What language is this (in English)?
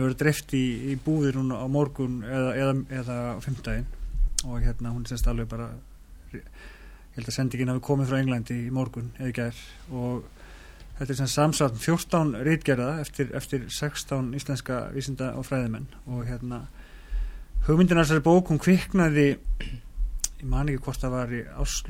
Icelandic